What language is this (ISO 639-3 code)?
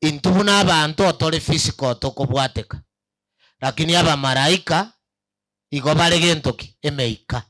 guz